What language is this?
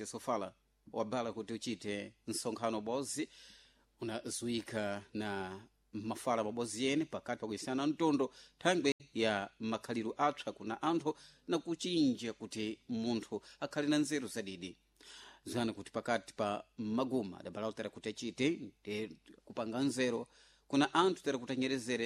Sena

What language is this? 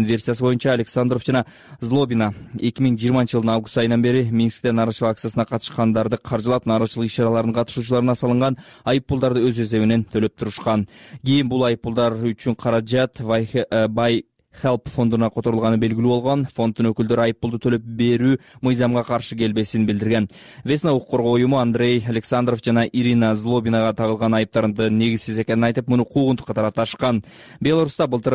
Kyrgyz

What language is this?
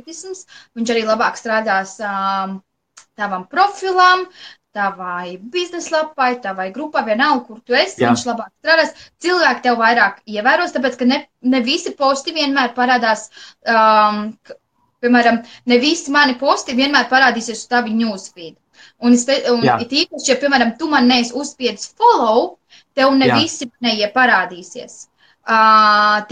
Latvian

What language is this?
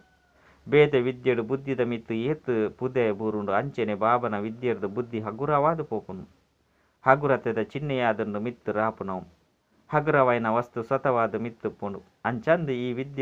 Tulu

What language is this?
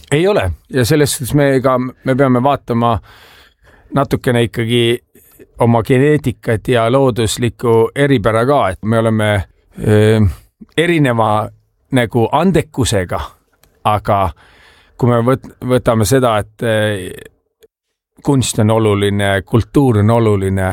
Estonian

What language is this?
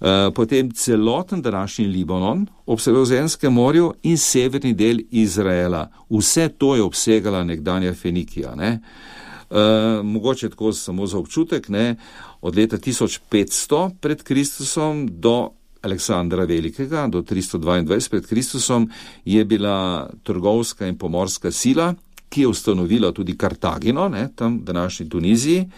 Slovenian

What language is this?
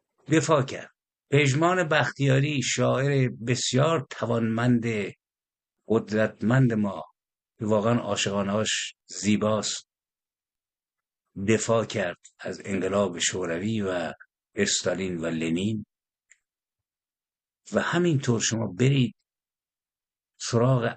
Persian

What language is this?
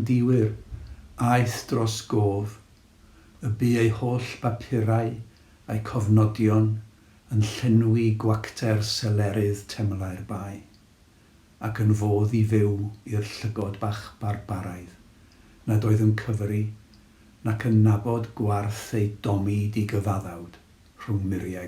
Welsh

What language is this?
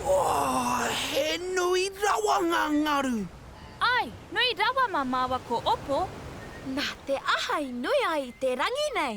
Māori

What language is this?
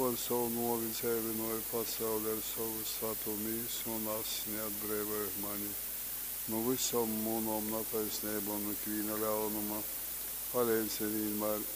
Latgalian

